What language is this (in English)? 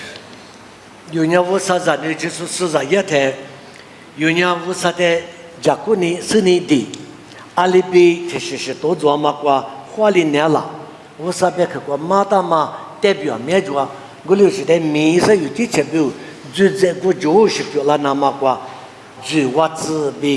Lisu